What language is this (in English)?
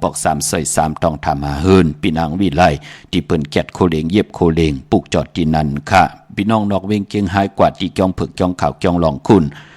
Shan